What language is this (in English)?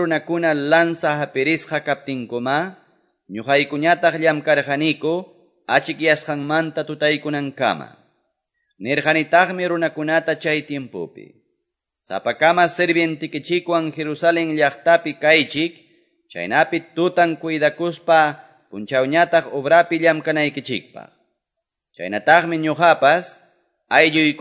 Quechua